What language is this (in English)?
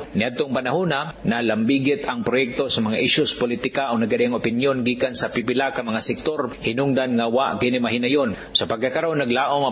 Cebuano